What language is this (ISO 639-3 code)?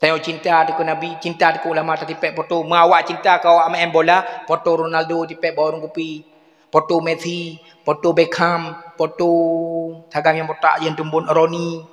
ace